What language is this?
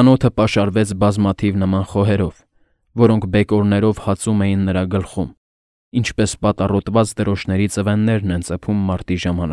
Armenian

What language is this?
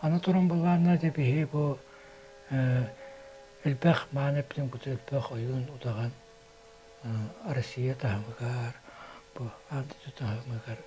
Yakut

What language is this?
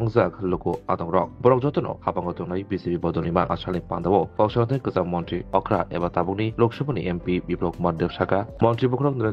Kok Borok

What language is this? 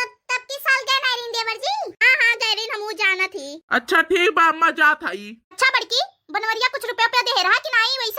Awadhi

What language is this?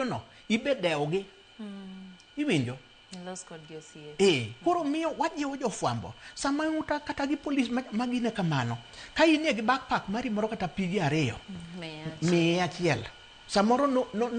Luo (Kenya and Tanzania)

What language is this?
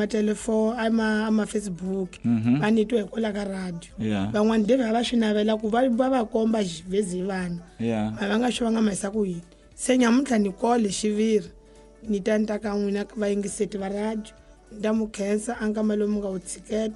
Tsonga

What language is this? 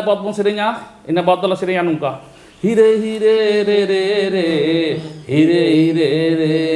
Santali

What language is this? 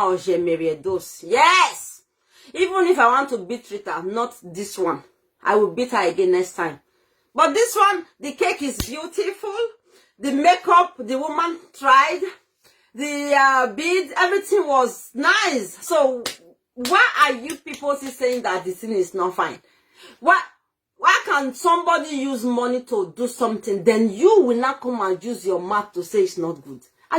Nigerian Pidgin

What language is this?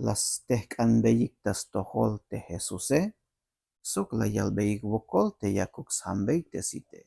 Tzeltal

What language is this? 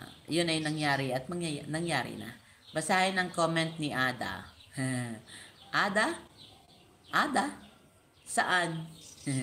Filipino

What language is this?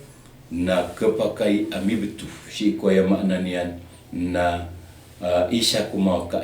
Maranao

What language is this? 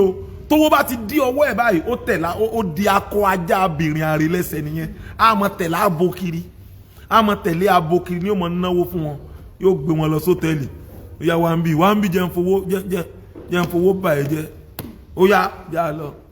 Yoruba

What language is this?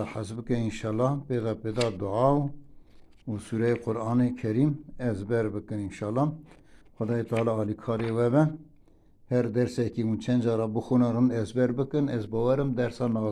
Kurdish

